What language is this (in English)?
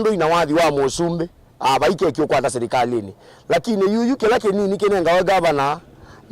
Kamba